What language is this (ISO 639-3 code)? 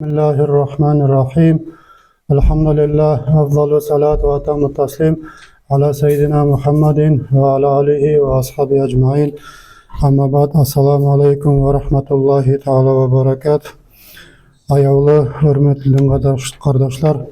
nog